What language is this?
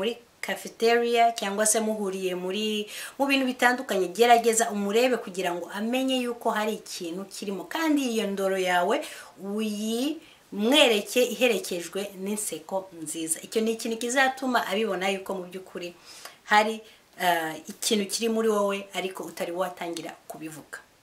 Kinyarwanda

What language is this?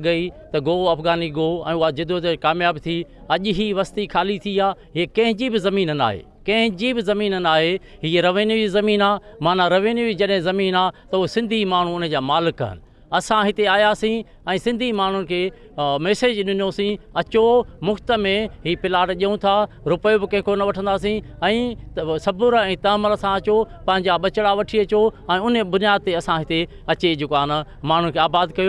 Sindhi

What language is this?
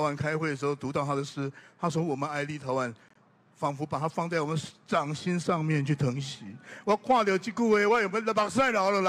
Min Nan Chinese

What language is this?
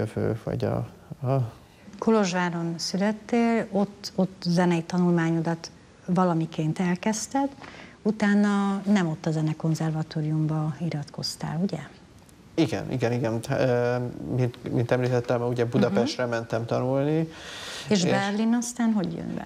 Hungarian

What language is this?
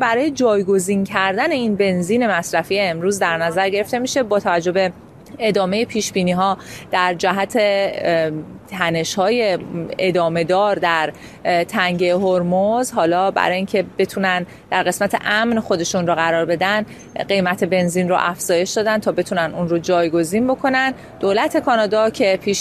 Persian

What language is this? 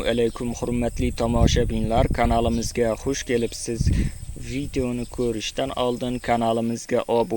Uzbek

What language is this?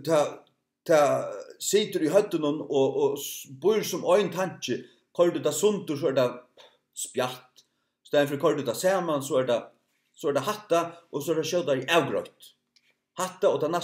Faroese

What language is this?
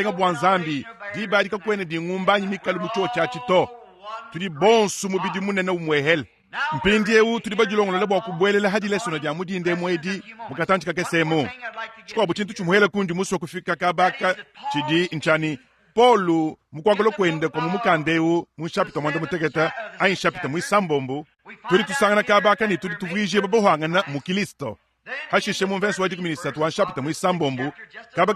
Luba-Lulua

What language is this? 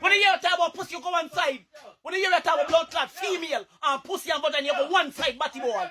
Jamaican Creole English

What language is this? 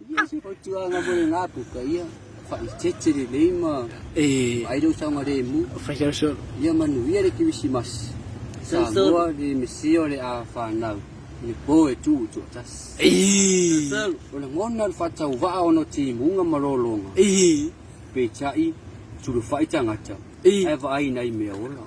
Samoan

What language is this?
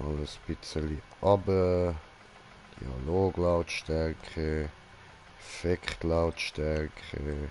Swiss German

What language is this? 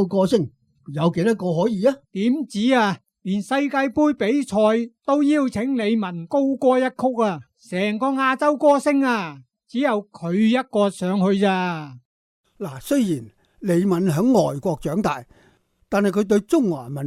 Cantonese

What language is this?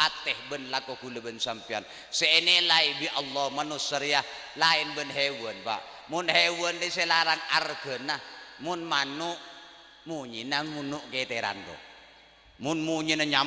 Madurese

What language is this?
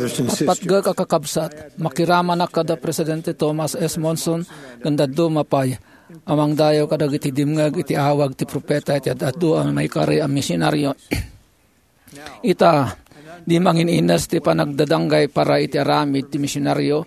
Iloko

